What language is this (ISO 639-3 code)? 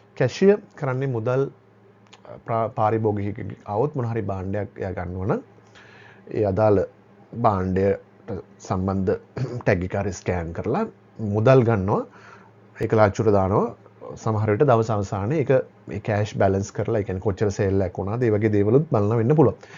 sin